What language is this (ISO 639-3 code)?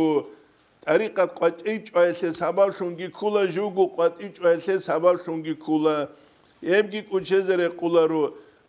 ava